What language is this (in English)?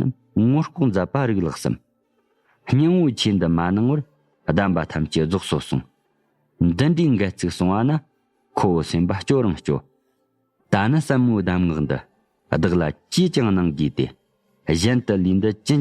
Tibetan